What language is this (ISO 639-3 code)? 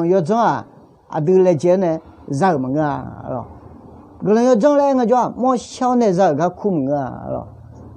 ahk